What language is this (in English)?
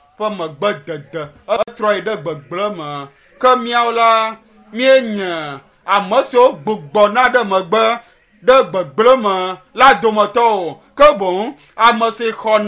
Ewe